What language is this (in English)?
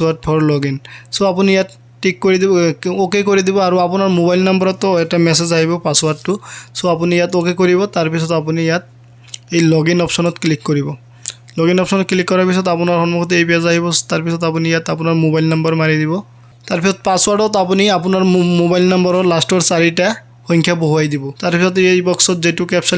Assamese